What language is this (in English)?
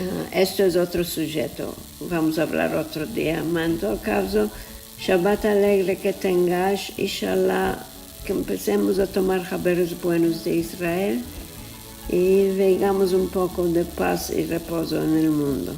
Ladino